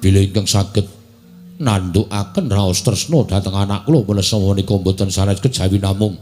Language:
Javanese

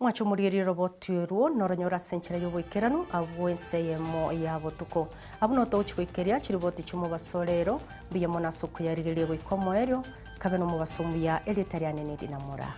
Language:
Gusii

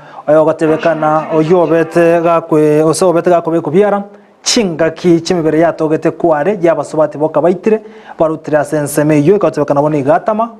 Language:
Gusii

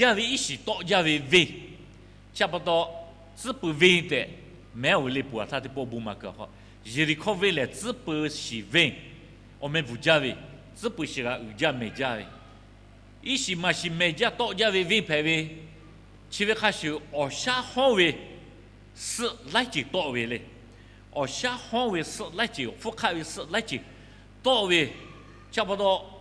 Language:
Lahu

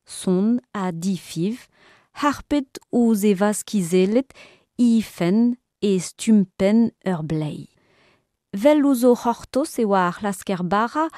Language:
Breton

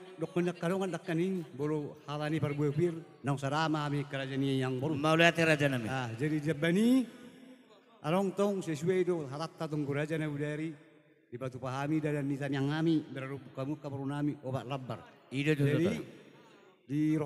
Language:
Batak Toba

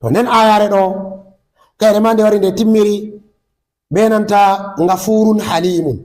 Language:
Fula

